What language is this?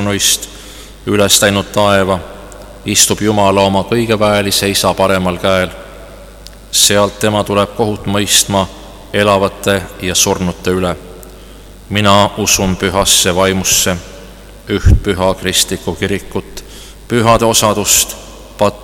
Estonian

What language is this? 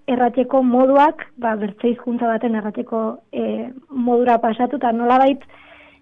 Basque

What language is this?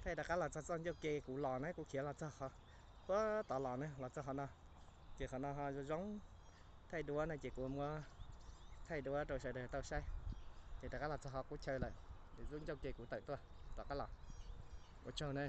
Hmong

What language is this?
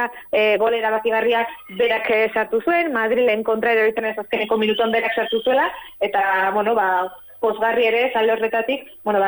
Basque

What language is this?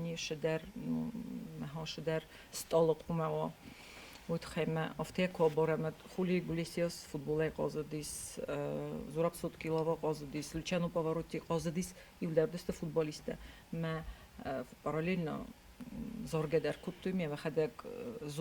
Ossetic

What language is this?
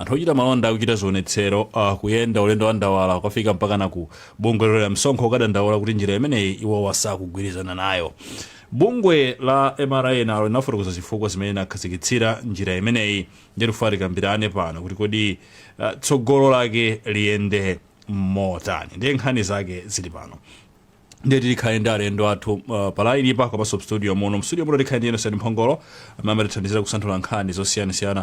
Nyanja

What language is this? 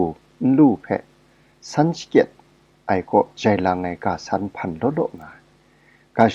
Kachin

